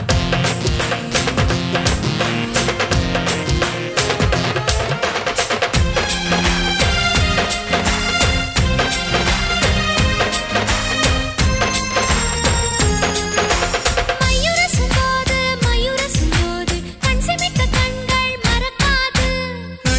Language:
Tamil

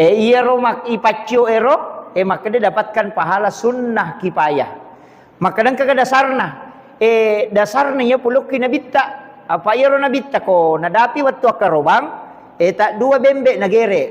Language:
Buginese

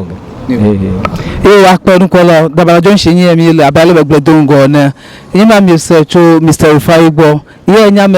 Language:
Ewe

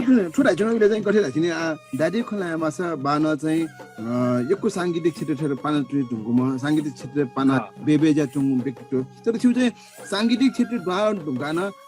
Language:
Newari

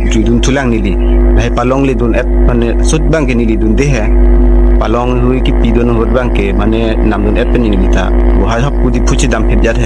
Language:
Karbi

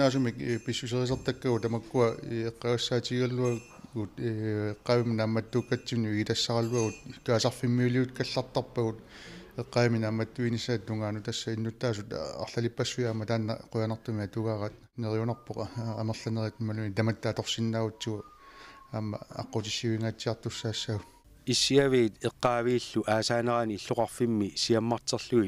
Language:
Kalaallisut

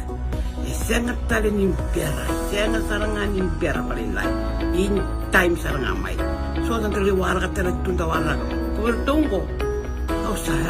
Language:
Fijian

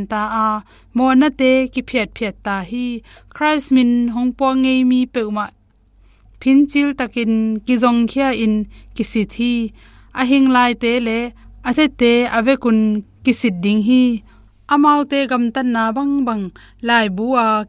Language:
Tedim Chin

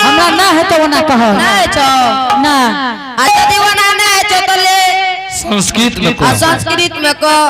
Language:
Angika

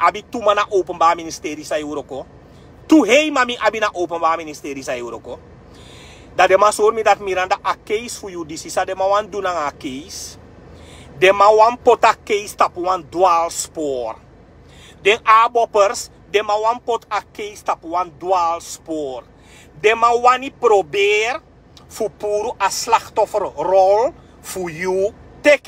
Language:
Sranan Tongo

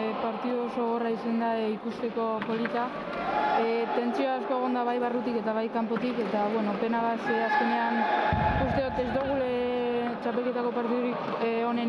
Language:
Basque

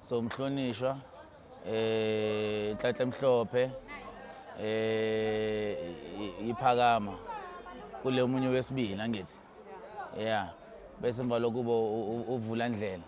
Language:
Zulu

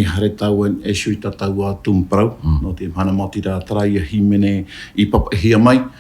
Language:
Tahitian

